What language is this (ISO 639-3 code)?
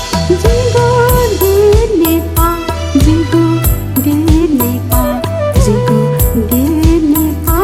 new